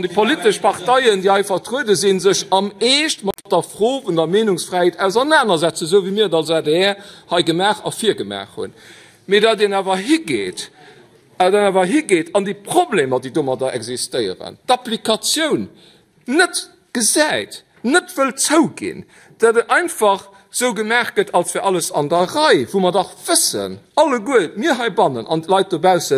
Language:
Luxembourgish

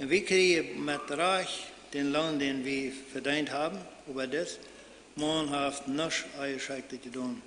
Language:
Plautdietsch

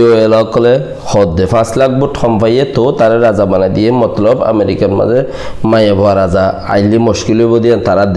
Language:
Rohingya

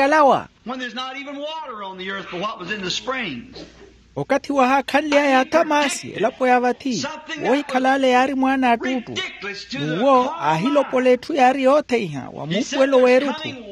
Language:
Makhuwa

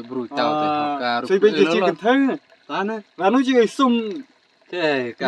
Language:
Khasi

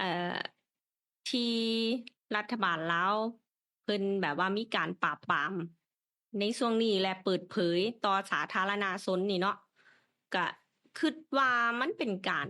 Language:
Lao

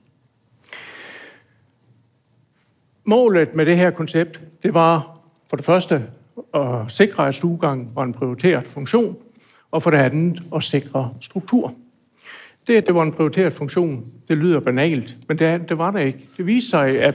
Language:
Danish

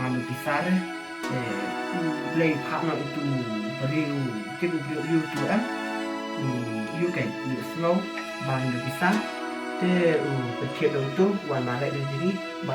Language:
Khasi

